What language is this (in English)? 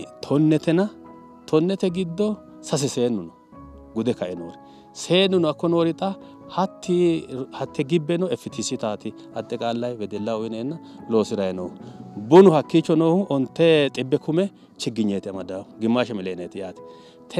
Sidamo